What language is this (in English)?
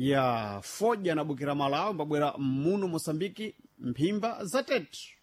Sena